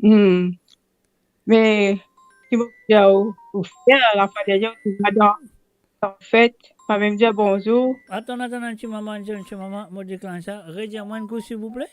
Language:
Morisyen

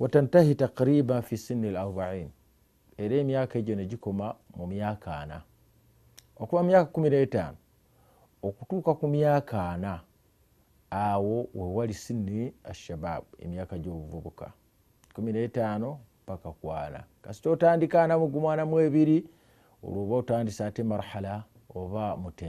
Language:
Ganda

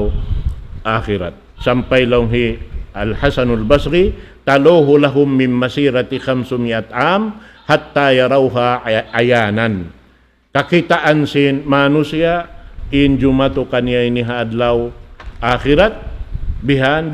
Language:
Tausug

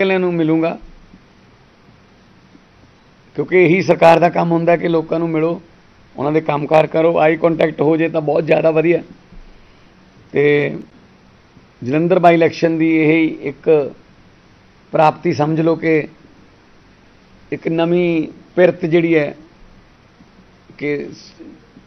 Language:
Punjabi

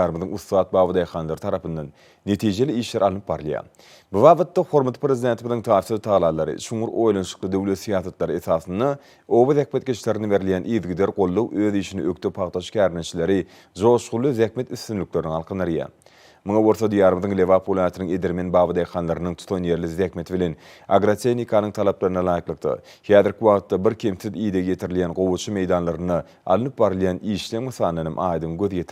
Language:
Turkmen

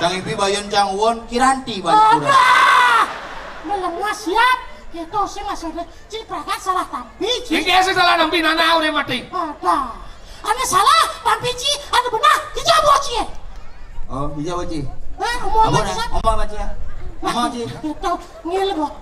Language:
Balinese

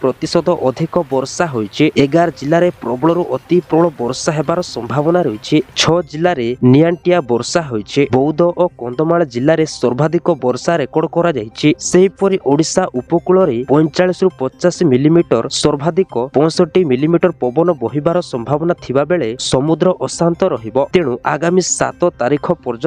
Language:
Odia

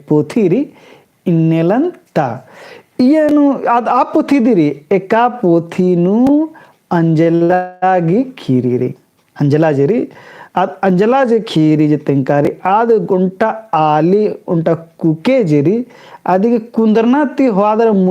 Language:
Kurukh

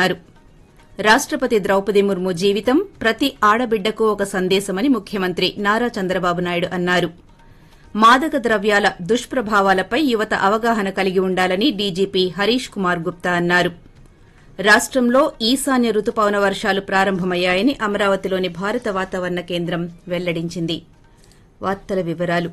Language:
Telugu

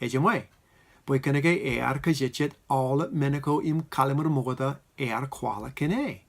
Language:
Marshallese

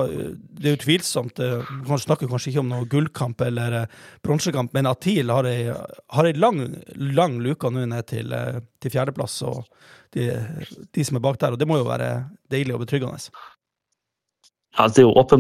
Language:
Norwegian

